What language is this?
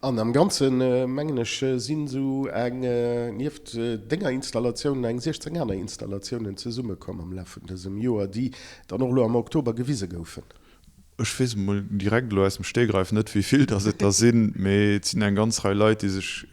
Luxembourgish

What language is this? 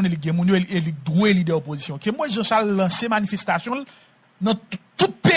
Haitian Creole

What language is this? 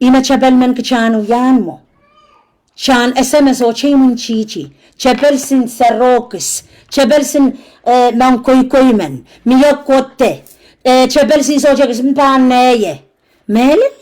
Pohnpeian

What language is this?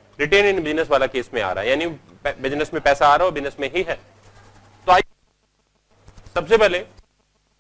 Hindi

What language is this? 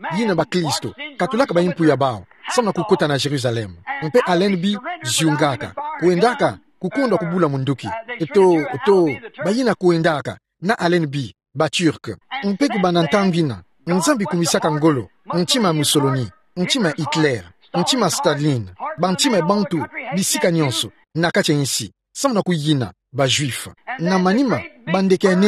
Kituba (Democratic Republic of Congo)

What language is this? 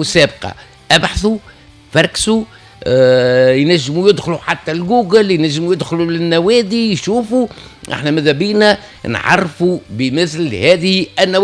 Tunisian Arabic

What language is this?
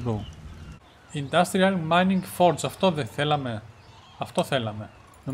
Greek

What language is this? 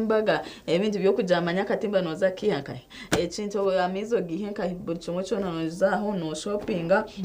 Nyankole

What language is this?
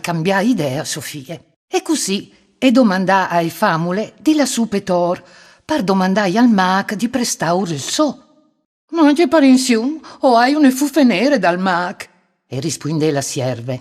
Friulian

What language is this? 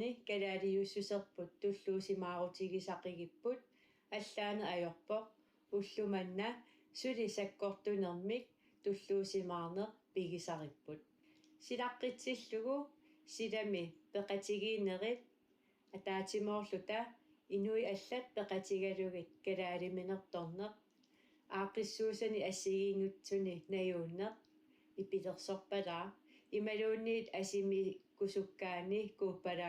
Kalaallisut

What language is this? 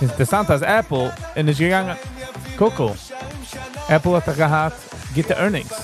Yiddish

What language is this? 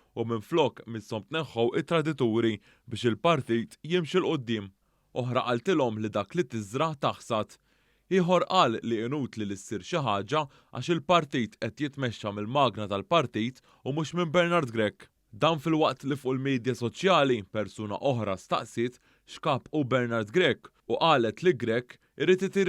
Maltese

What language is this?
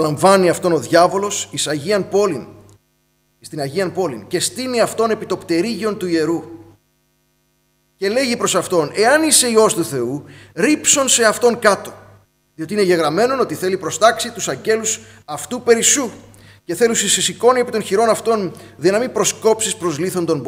Greek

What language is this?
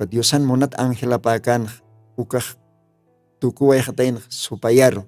Aymara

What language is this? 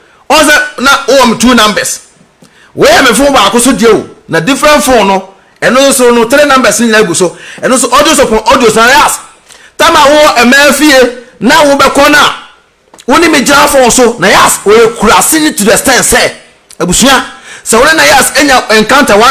Akan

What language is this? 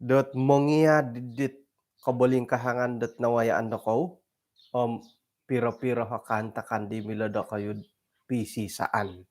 Central Dusun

